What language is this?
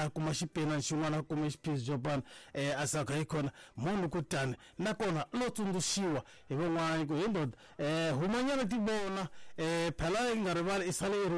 Tsonga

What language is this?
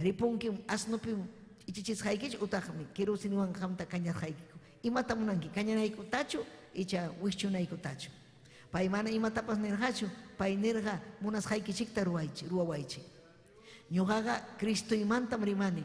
Ayacucho Quechua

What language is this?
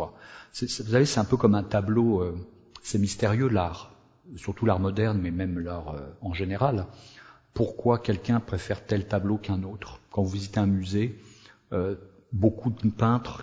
French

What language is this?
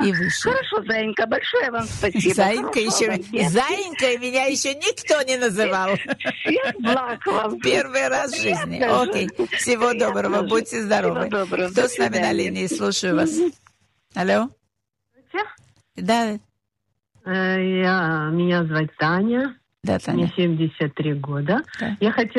Russian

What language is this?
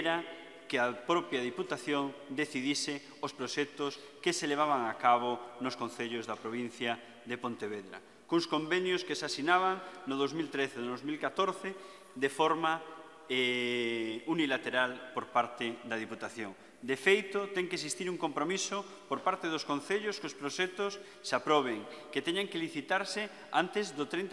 Galician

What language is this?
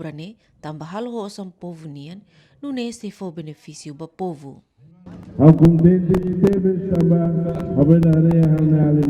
Tetum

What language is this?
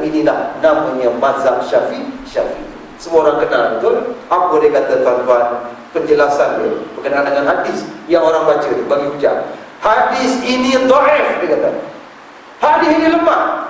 Malay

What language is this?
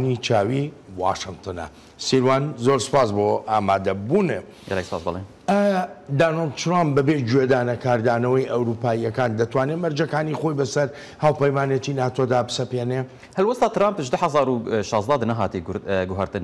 Central Kurdish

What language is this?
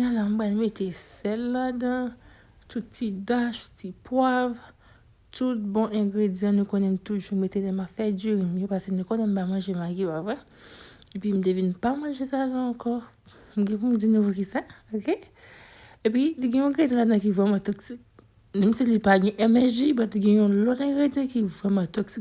Haitian Creole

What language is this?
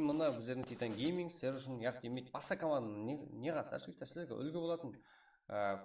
Kara-Kalpak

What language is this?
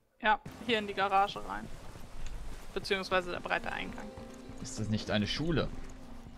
German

